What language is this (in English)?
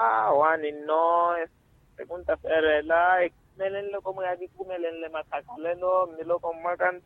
Makhuwa